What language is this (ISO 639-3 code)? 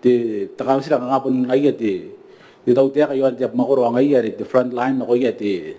gil